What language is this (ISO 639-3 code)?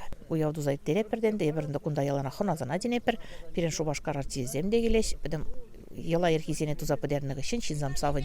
chv